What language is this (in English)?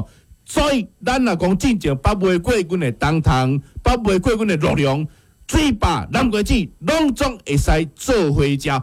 Min Nan Chinese